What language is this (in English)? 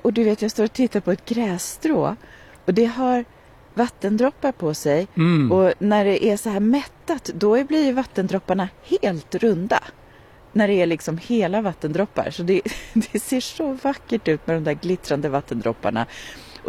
Swedish